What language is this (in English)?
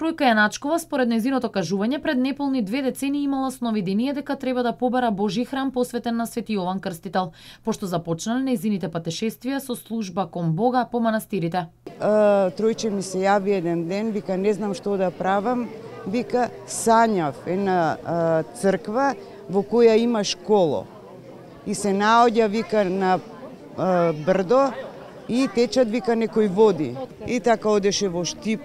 Macedonian